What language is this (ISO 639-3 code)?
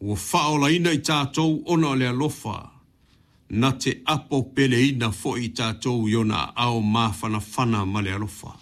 smo